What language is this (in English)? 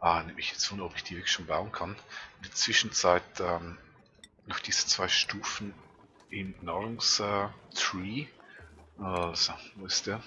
Swiss German